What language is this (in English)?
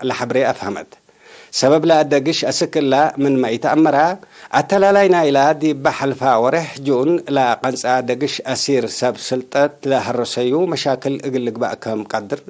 Tigre